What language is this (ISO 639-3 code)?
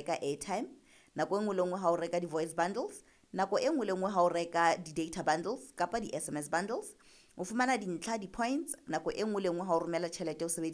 sot